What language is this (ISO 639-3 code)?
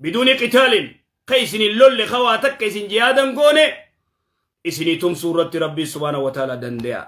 orm